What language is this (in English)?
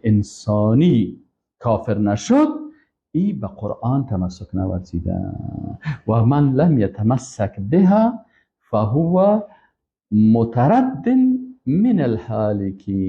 Persian